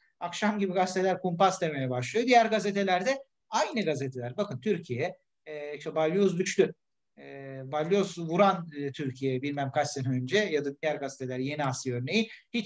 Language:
Turkish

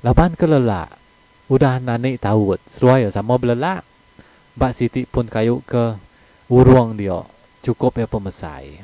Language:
Iban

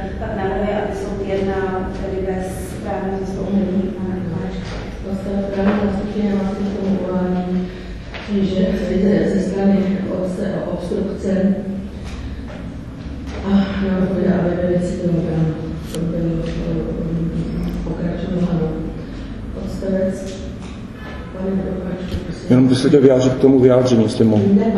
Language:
Czech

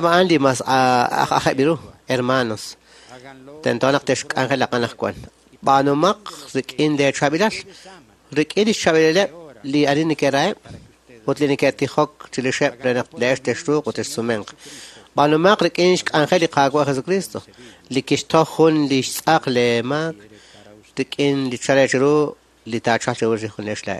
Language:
Kekchí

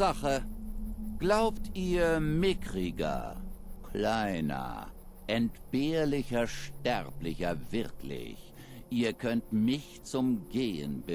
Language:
Bavarian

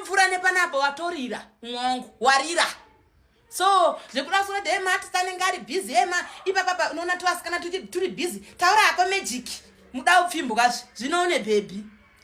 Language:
Shona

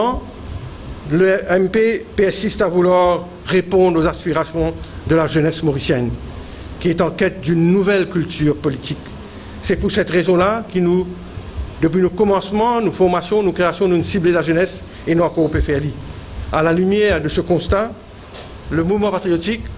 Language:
Morisyen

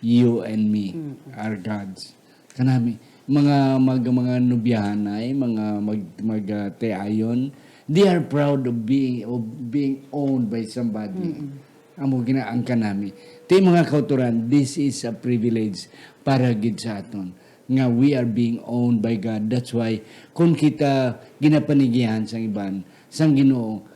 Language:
Hiligaynon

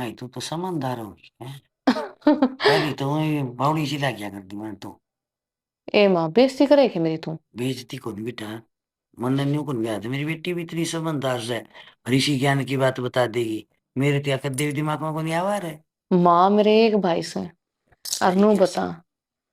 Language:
Haryanvi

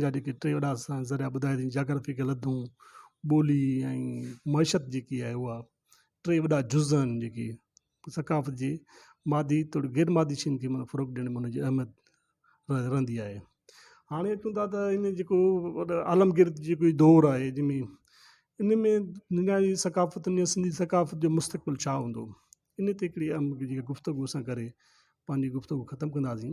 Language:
Sindhi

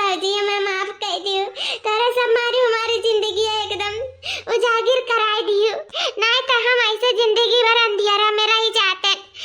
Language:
Awadhi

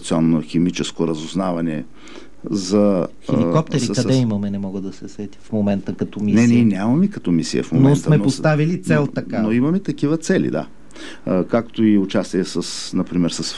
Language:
Bulgarian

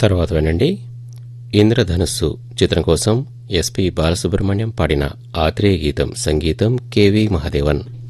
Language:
Telugu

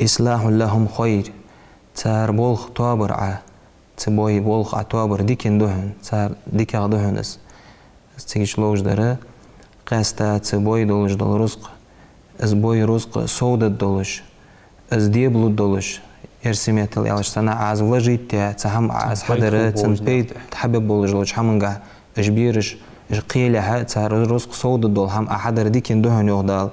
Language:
Ingush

